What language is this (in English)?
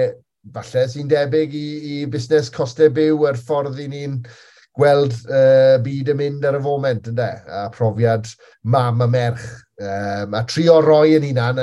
Welsh